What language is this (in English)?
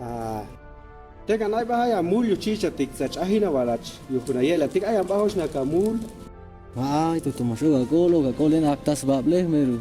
Chuj